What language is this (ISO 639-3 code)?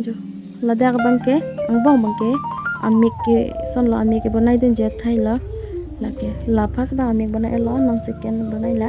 mjw